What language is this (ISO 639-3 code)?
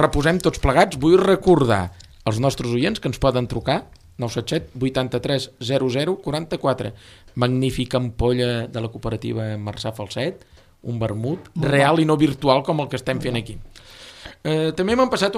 cat